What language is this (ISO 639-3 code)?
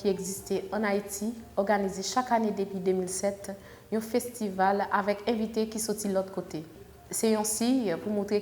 hat